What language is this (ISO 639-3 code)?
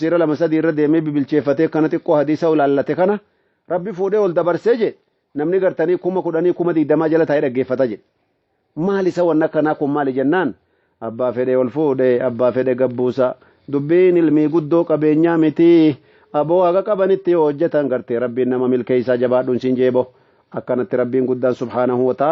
orm